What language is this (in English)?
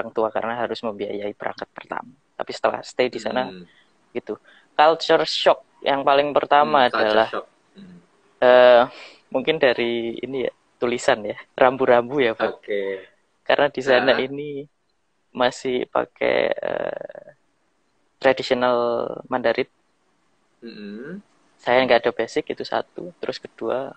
Indonesian